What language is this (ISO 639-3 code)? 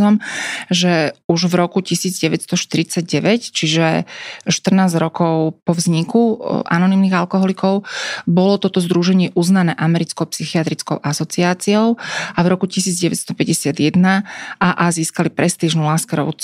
slk